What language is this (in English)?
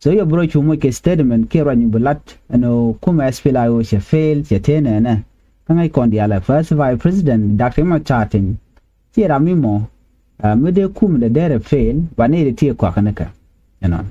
Nuer